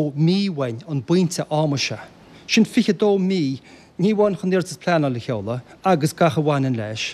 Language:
Irish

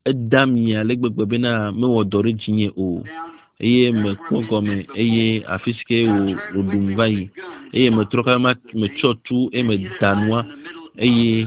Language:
Ewe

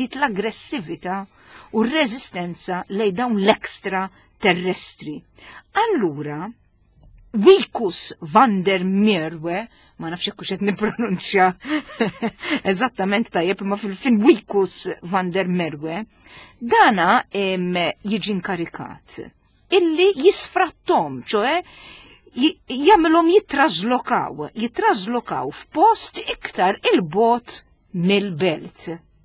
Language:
Maltese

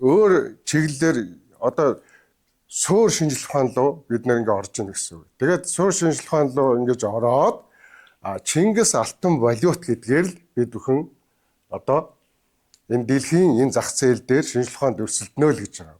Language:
Mongolian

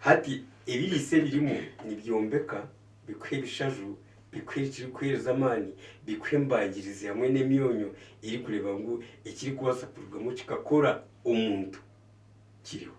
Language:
Nyankole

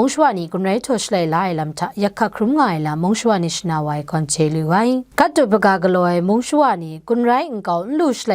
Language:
Kachin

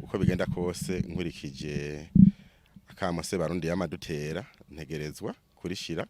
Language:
Rundi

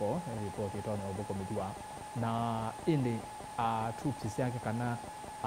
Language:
Kamba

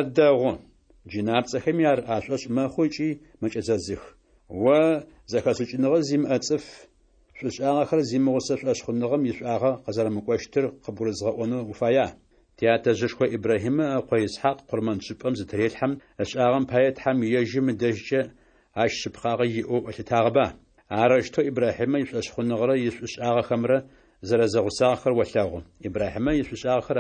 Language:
Adyghe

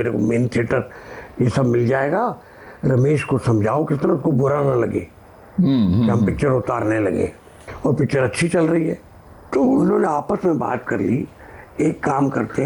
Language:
Hindi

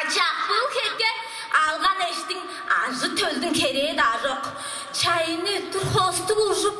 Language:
Tuvinian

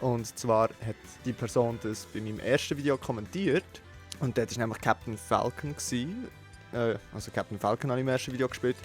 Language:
Swiss German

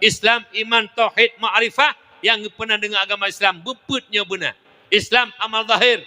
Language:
Achinese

